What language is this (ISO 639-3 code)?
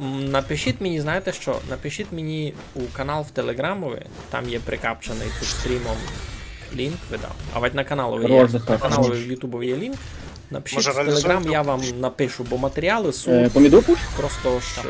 rue